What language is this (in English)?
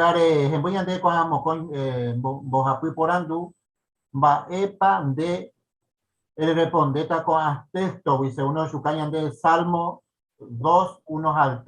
Guarani